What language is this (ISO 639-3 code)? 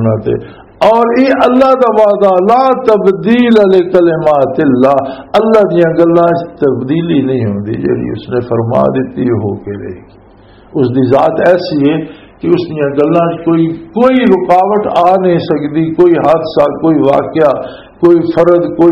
lah